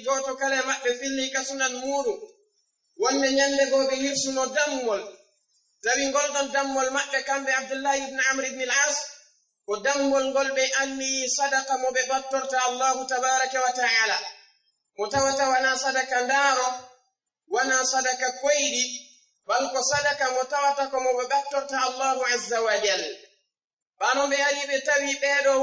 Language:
Fula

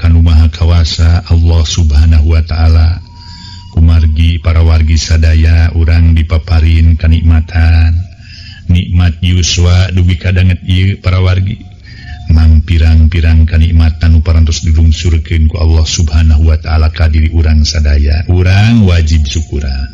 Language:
Sundanese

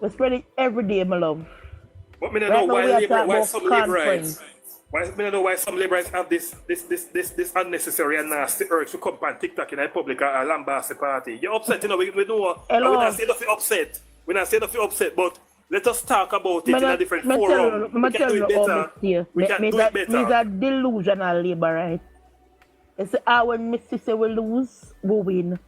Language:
Jamaican Creole English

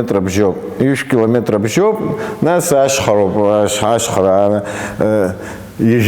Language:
Abkhazian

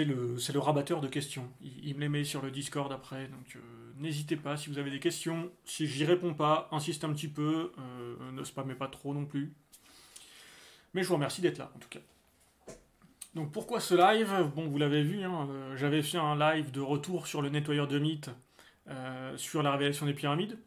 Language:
French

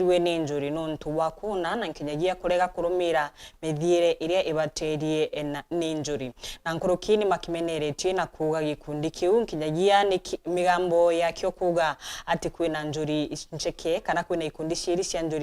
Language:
Meru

